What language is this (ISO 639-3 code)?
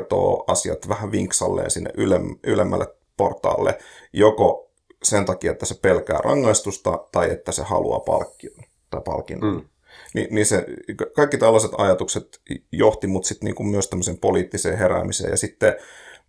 fin